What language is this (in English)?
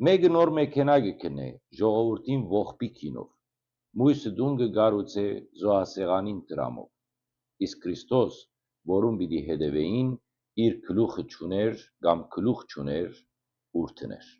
Western Armenian